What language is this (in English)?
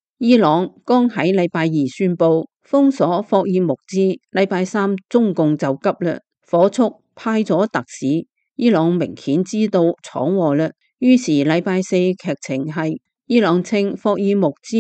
Cantonese